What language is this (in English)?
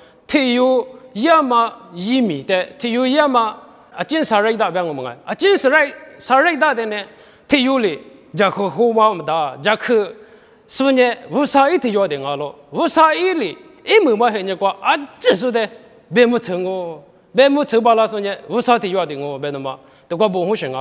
Lisu